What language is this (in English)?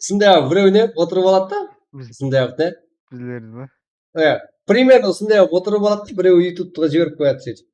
Kara-Kalpak